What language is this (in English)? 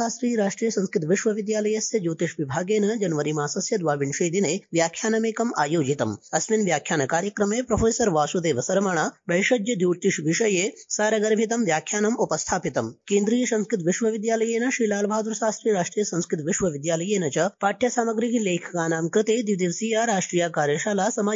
Sanskrit